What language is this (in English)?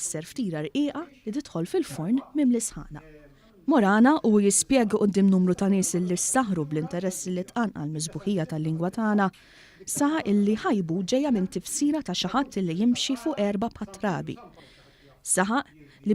Maltese